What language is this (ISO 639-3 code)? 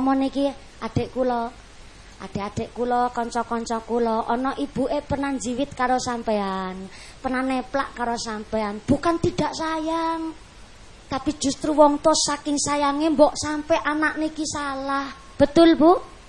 jav